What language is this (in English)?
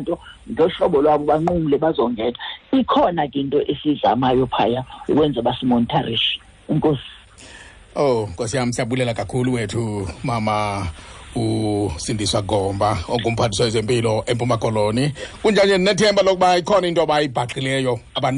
Xhosa